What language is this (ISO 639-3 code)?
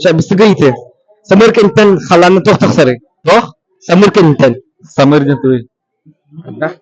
sah